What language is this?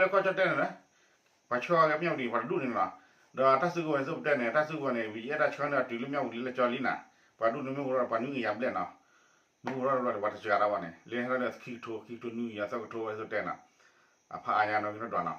S'gaw Karen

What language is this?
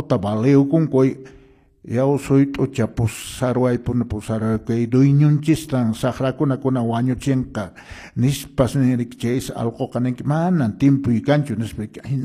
Quechua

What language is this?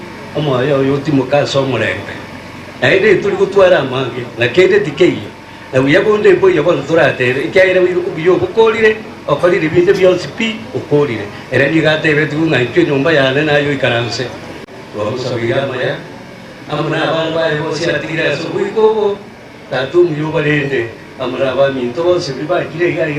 Gusii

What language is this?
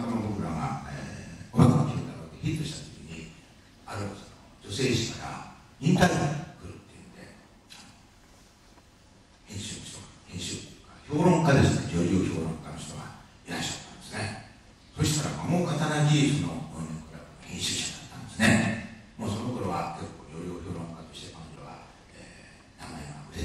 Japanese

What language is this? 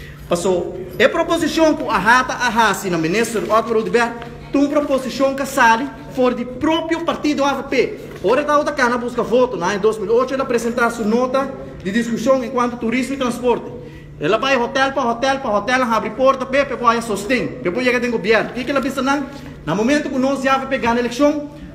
Papiamento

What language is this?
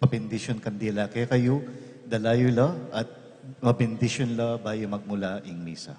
Pampanga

